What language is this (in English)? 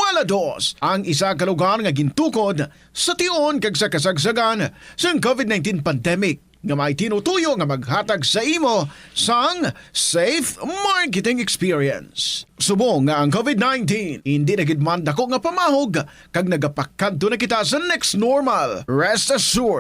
Hiligaynon